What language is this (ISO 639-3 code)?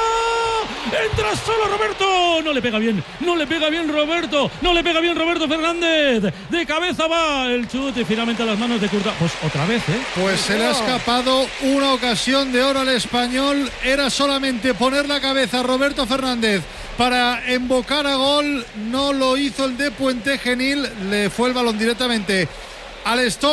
spa